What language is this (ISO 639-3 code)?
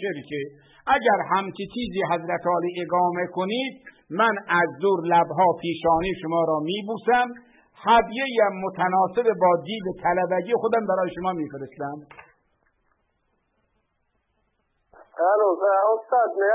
fas